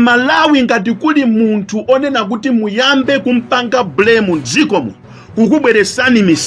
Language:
Nyanja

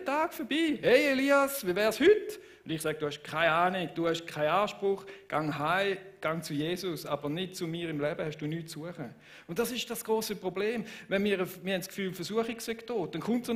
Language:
Swiss German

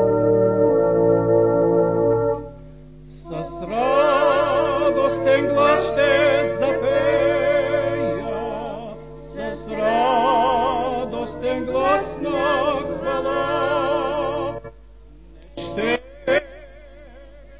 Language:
Bulgarian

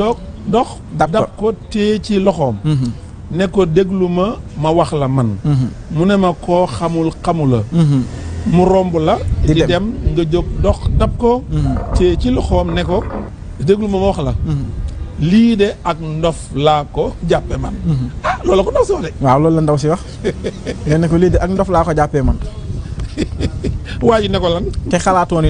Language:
Wolof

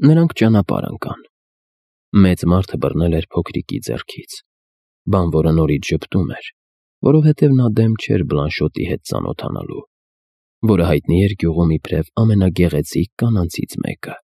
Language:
Armenian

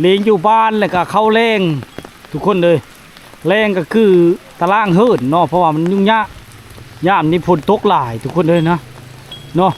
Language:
Lao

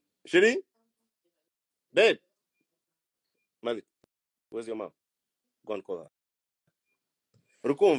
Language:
Kinyarwanda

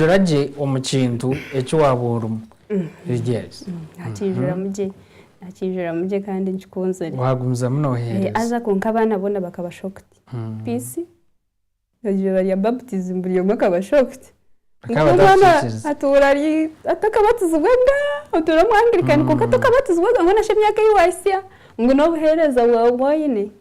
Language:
Nyankole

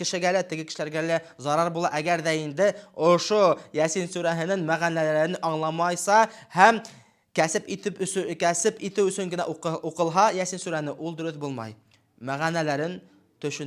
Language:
Bashkir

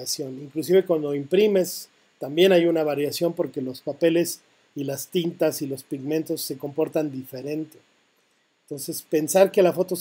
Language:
Spanish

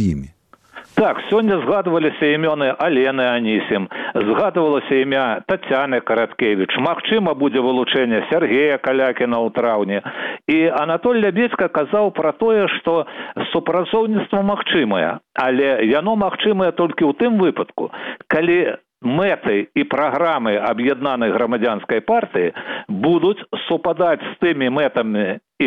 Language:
Belarusian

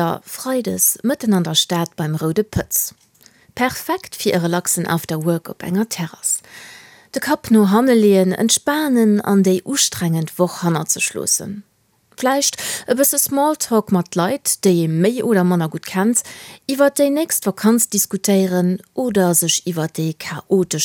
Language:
Luxembourgish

